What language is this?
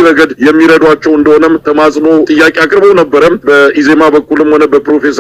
Amharic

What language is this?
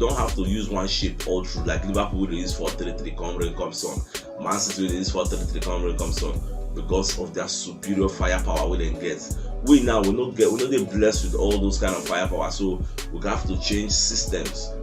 Nigerian Pidgin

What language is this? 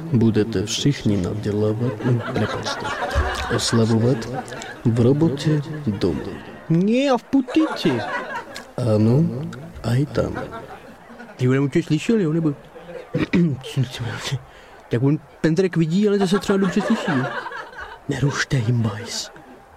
Czech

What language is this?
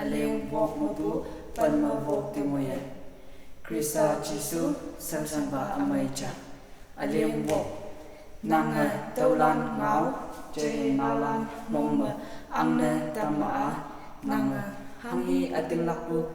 Konyak Naga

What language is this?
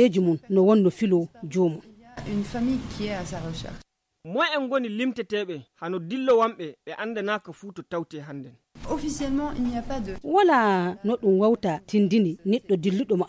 Fula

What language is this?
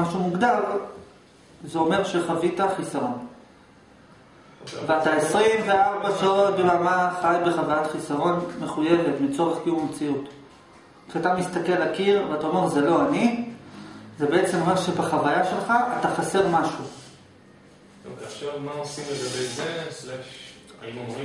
Hebrew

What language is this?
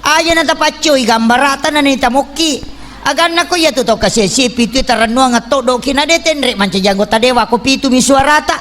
Buginese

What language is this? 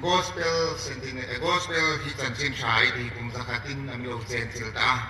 Hmar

